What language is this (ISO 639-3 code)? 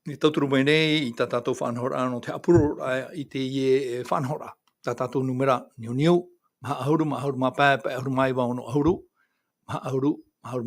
tah